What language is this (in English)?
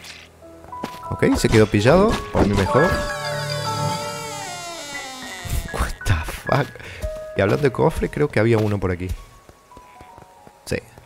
Spanish